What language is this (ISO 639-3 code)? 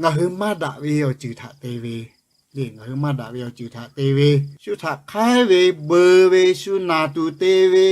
lhu